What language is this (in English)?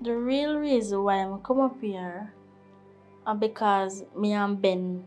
Jamaican Creole English